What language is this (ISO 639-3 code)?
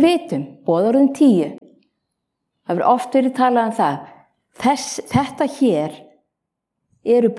isl